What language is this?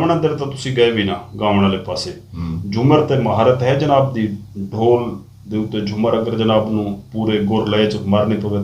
Saraiki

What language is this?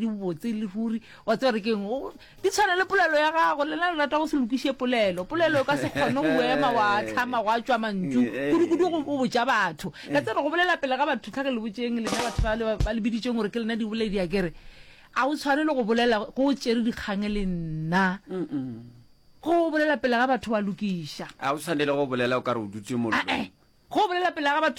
Northern Sotho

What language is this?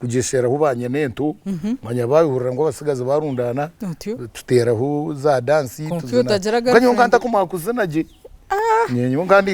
Nyankole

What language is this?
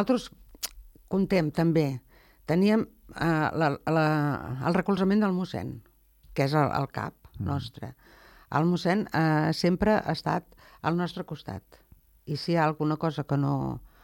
Catalan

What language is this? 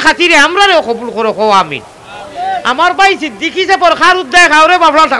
Sylheti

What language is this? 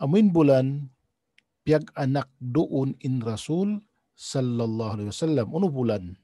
Tausug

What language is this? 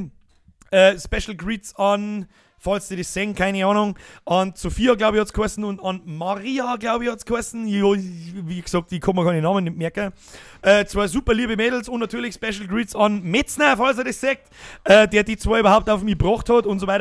Bavarian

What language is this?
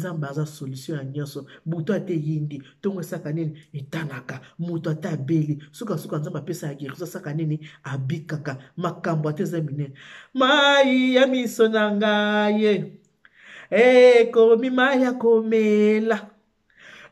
Lingala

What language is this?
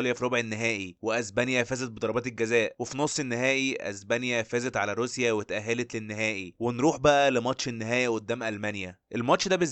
Egyptian Arabic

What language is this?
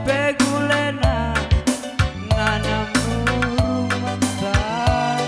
Batak Karo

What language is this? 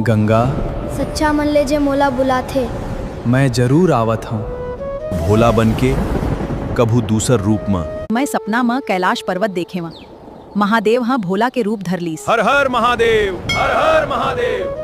Chhattisgarhi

